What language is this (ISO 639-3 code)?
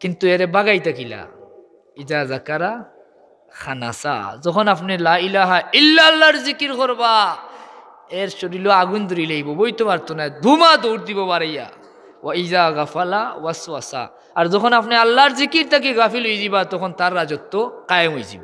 syl